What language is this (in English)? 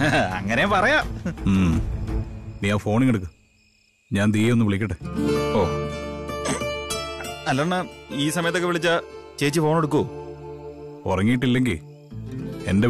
Malayalam